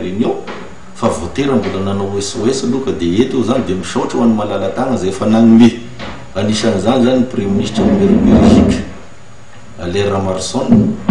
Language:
Malagasy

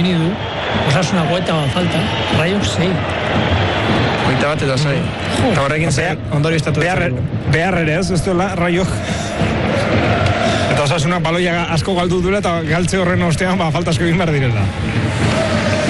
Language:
Basque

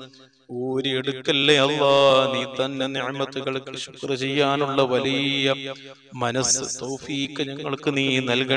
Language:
Malayalam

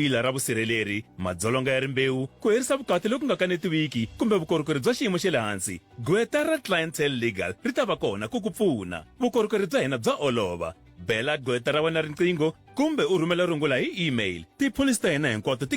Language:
Tsonga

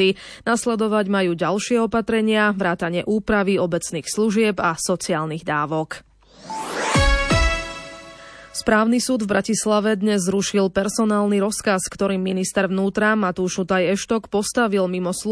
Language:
Slovak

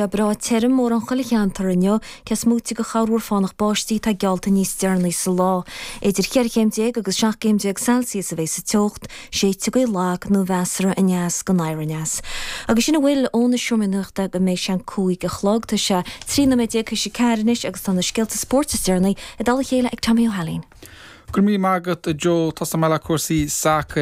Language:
Irish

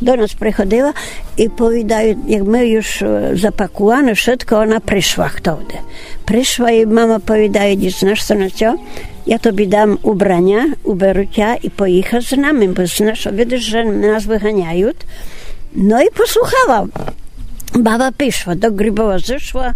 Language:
Rusyn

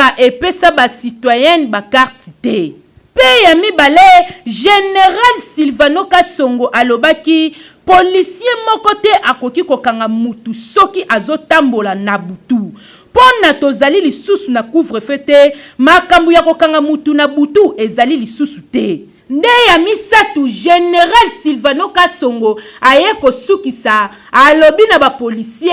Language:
Lingala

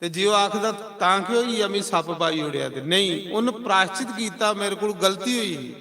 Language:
Dogri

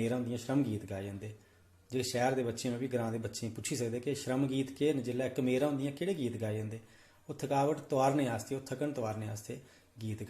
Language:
Dogri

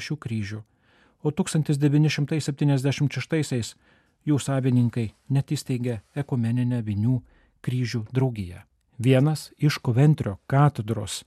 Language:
Lithuanian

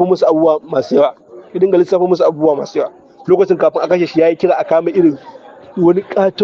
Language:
Hausa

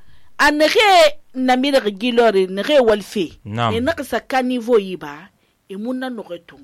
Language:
Susu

